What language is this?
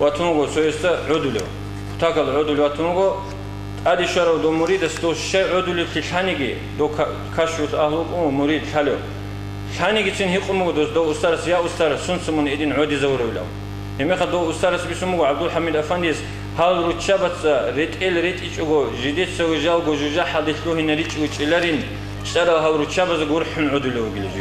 Avaric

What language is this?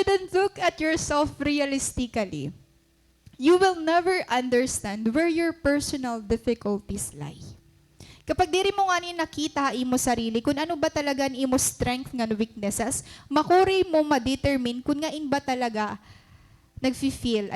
Waray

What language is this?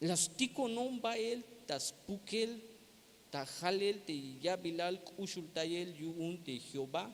Tzeltal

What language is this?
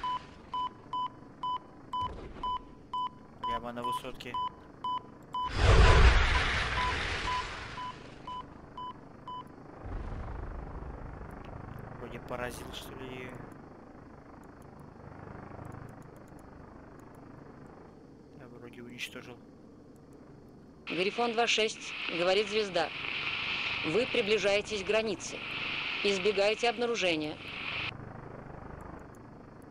Russian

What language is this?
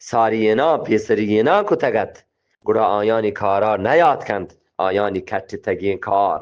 Eastern Balochi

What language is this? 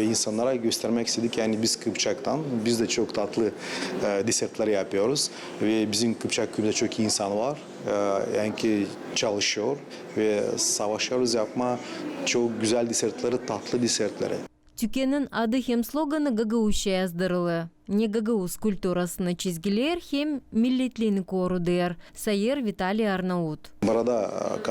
Gagauz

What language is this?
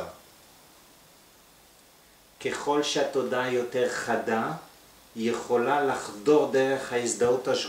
Hebrew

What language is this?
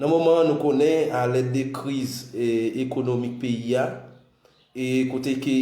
Haitian Creole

